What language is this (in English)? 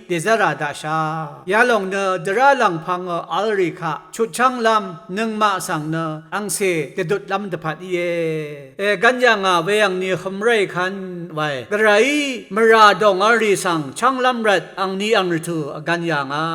Rawang